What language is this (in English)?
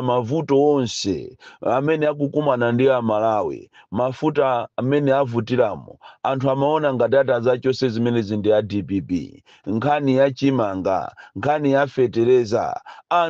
Nyanja